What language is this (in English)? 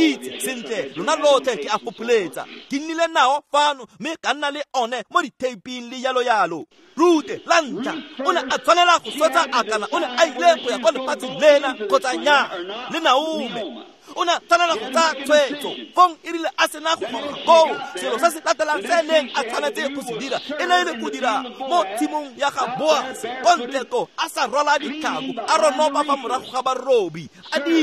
Tswana